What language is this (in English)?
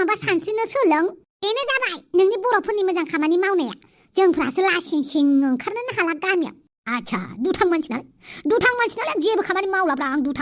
Bodo